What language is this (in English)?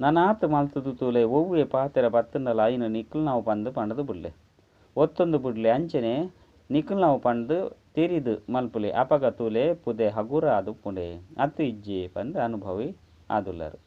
Tulu